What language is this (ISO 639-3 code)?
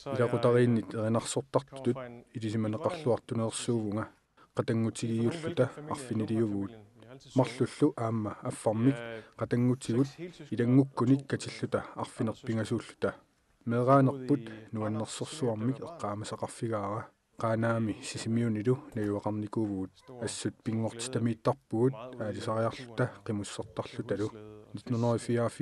kal